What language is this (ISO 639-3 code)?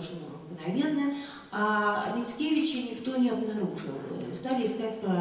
rus